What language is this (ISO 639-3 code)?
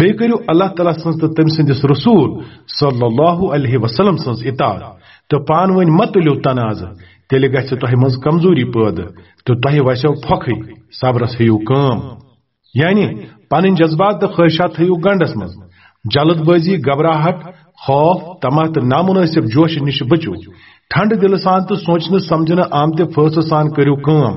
kas